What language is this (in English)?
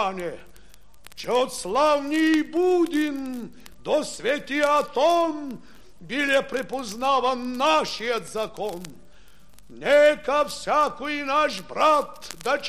Bulgarian